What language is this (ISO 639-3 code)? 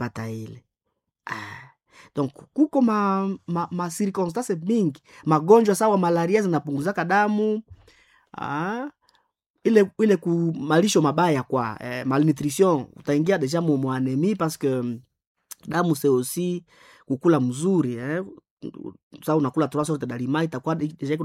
swa